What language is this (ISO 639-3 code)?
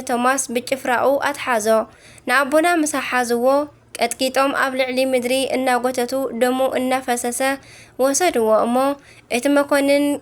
tir